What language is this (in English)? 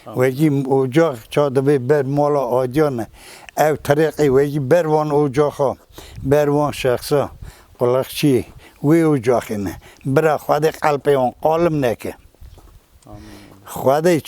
Kurdish